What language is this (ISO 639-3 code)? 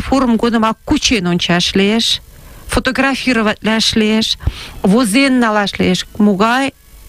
chm